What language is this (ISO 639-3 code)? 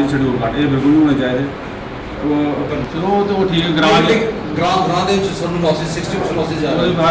doi